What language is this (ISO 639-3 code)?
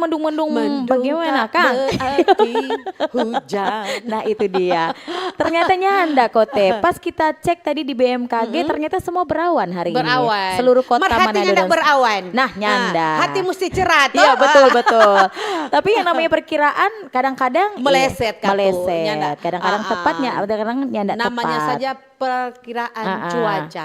xmm